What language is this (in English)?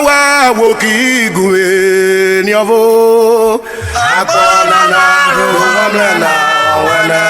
Urhobo